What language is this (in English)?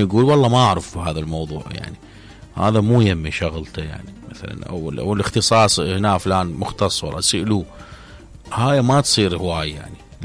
Mesopotamian Arabic